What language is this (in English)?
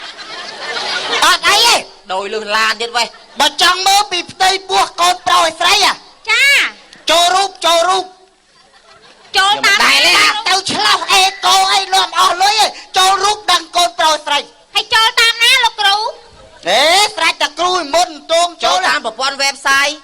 Khmer